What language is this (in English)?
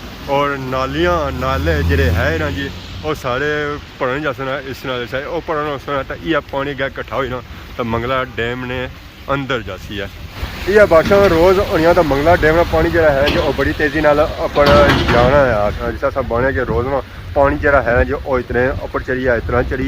Pahari-Potwari